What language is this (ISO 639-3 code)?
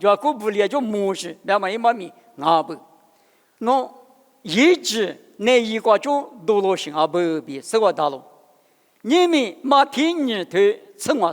lis